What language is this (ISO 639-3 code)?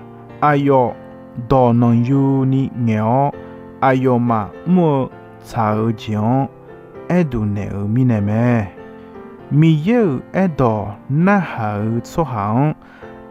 ahk